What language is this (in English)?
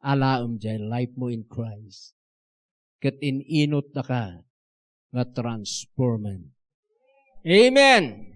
Iloko